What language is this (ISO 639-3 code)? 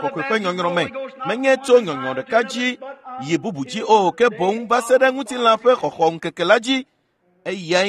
ewe